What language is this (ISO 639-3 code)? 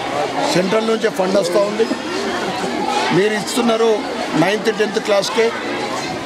tel